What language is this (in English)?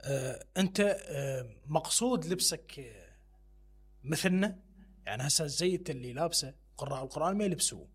Mesopotamian Arabic